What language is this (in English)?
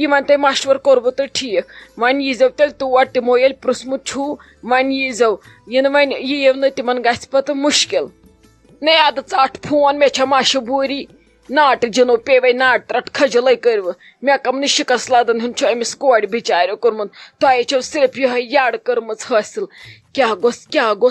Kashmiri